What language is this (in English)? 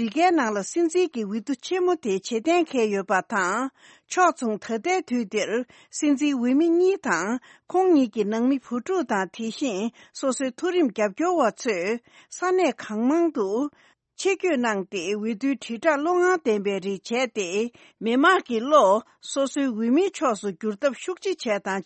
Tibetan